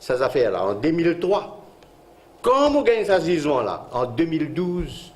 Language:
Morisyen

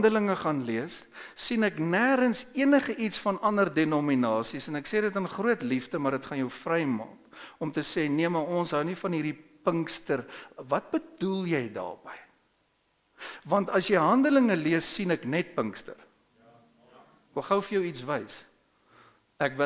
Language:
Afrikaans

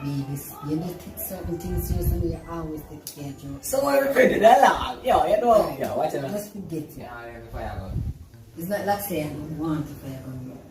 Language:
Jamaican Creole English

